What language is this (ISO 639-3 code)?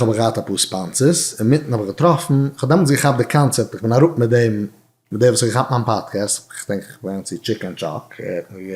yid